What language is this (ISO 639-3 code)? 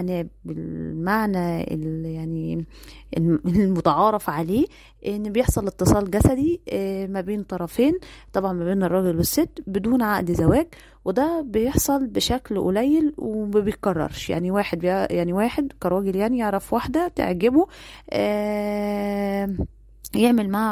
arz